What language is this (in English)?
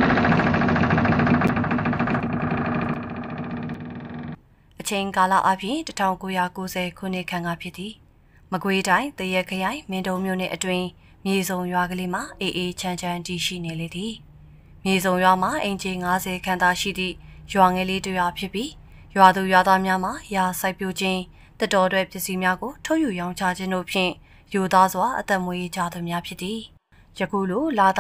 Burmese